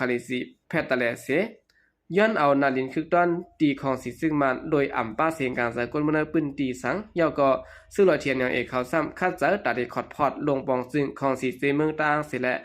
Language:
Shan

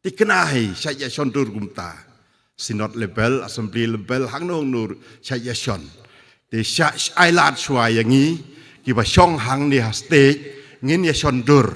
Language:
Khasi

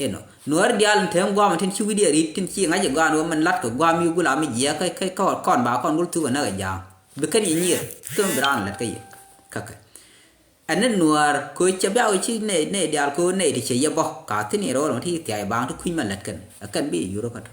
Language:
Nuer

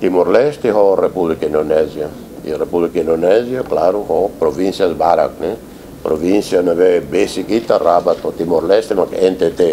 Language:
Tetum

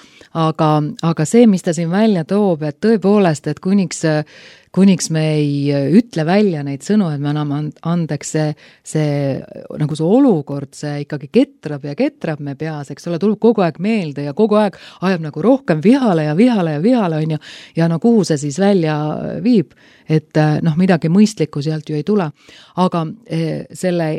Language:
Estonian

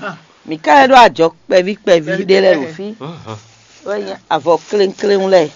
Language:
Fon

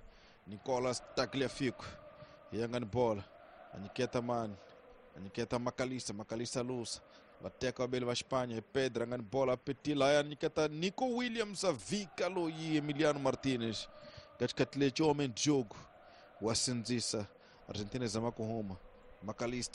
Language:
Tsonga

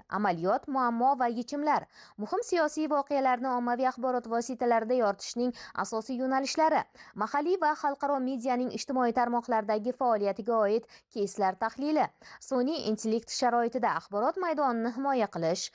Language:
Uzbek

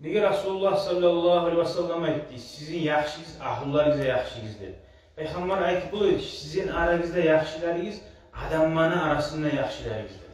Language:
Kumyk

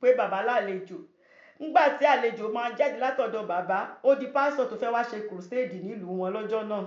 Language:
Yoruba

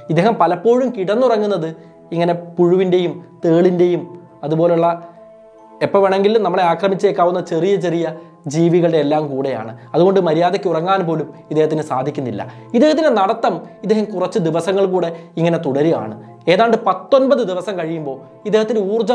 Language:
Malayalam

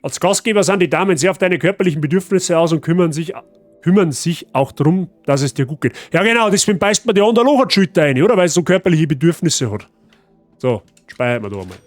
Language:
Bavarian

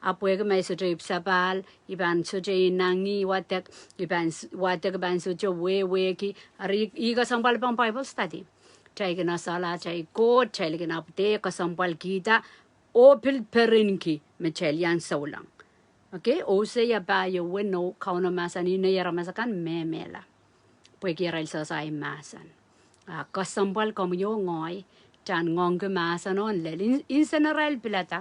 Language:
Pohnpeian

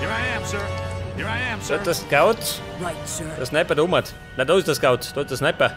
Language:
Bavarian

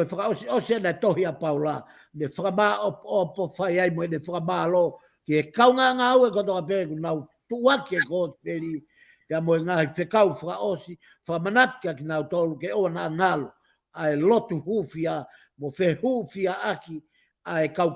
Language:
Tongan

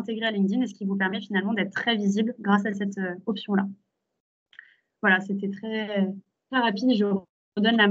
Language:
French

